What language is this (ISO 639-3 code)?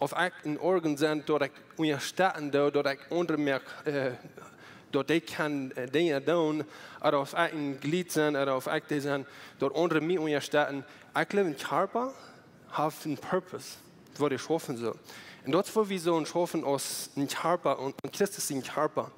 pdt